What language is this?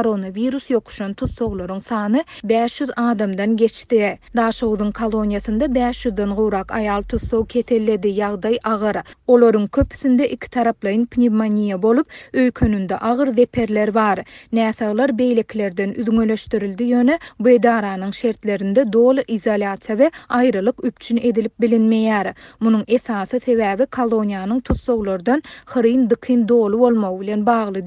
Turkmen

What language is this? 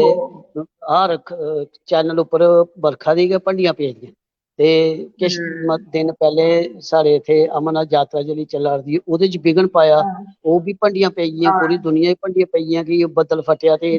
Dogri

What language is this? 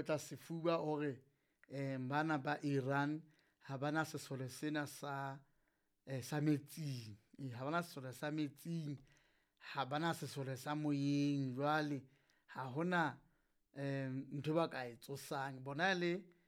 Southern Sotho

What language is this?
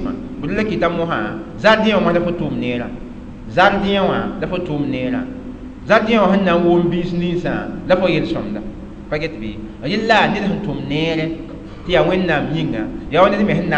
Mossi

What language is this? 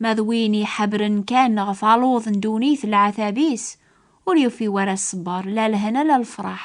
Kabyle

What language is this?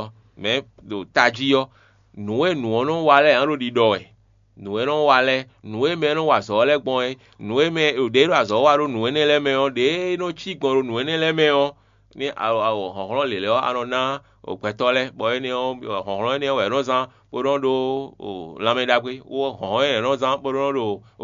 Fon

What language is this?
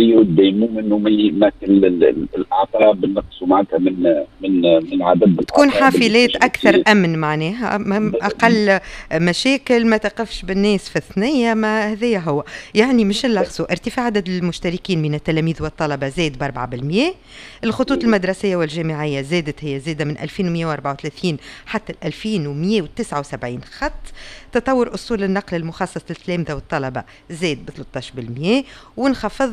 Tunisian Arabic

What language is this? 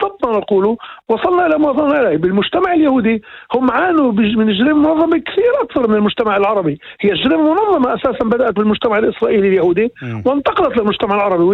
North Levantine Arabic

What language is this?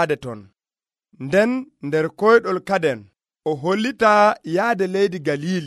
Nigerian Fulfulde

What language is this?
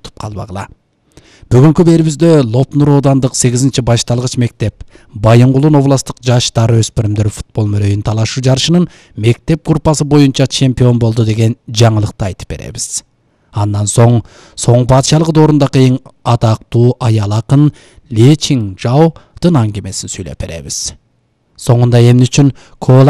Kyrgyz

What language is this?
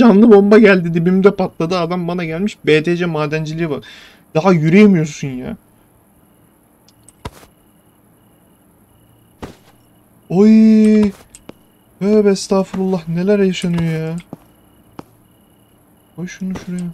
Turkish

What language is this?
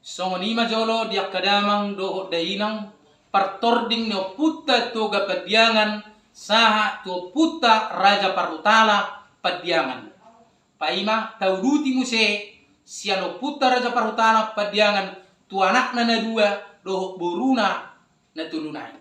Batak Toba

